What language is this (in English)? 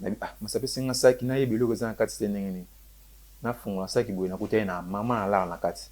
Lingala